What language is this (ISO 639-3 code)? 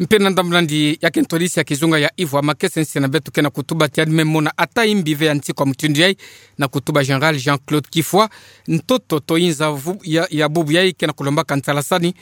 ktu